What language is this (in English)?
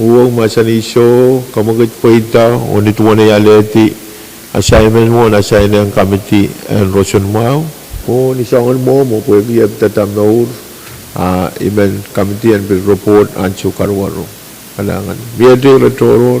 Pohnpeian